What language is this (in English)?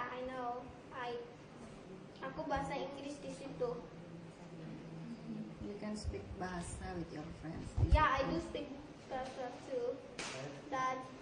Indonesian